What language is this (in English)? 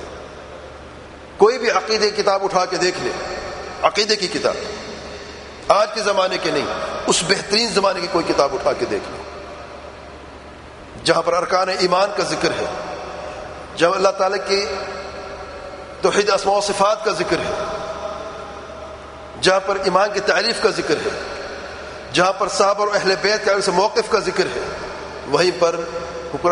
Urdu